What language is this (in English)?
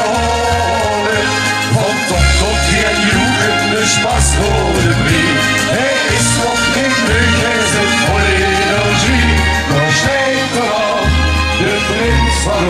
Limburgish